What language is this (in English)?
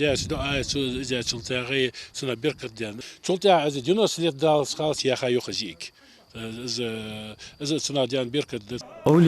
Ingush